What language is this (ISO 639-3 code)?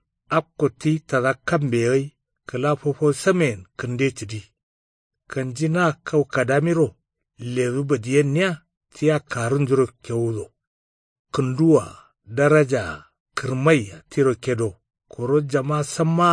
kau